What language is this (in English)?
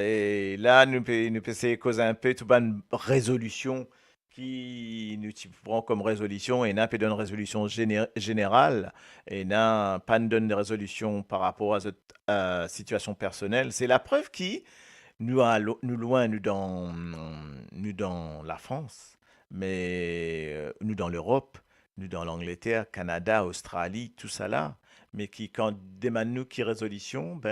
Morisyen